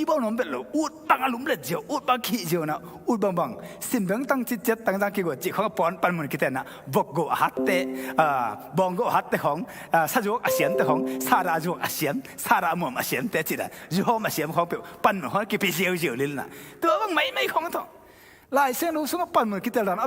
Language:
Tedim Chin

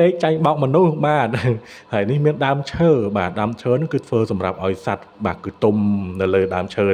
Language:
Khmer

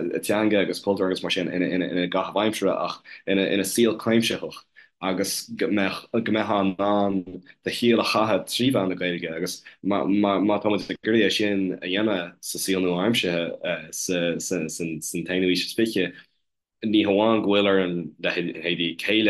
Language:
Irish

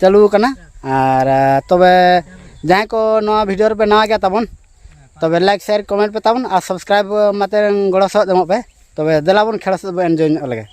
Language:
Santali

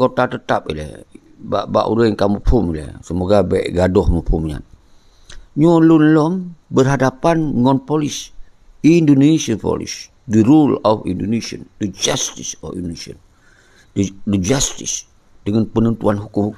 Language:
Achinese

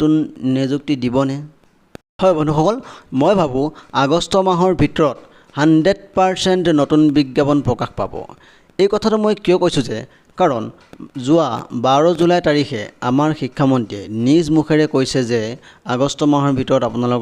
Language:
Assamese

